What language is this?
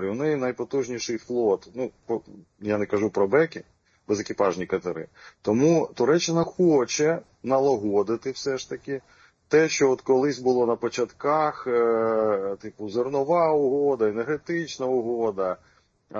Ukrainian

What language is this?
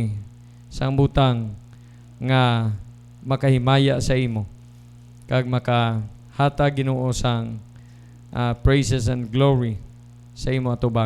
Hiligaynon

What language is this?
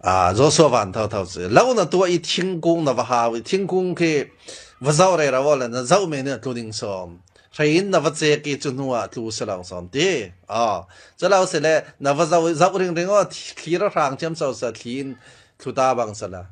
Falam Chin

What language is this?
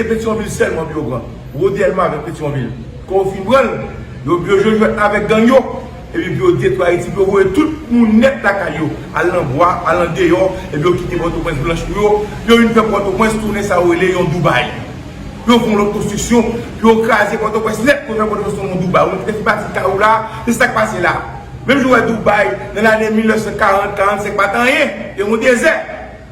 Haitian Creole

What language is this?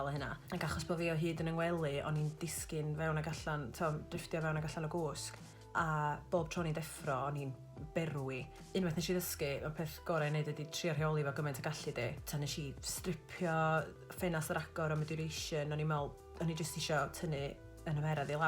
Welsh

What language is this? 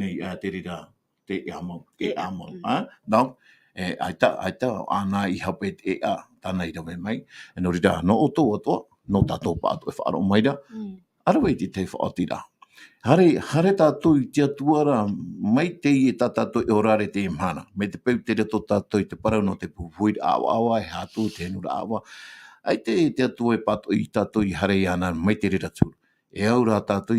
Tahitian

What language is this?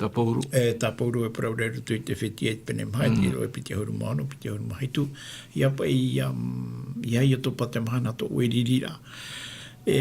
Tahitian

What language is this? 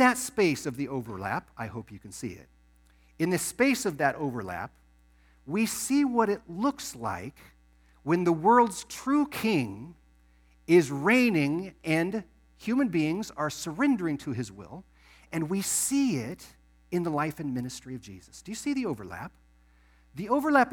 English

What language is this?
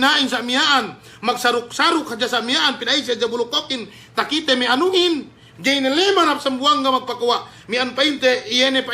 Yakan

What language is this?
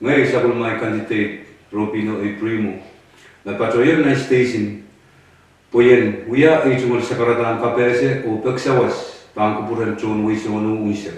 Pohnpeian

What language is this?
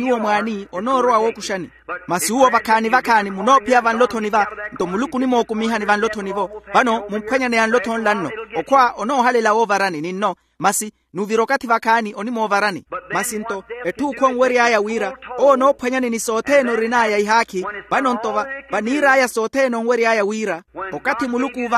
Makhuwa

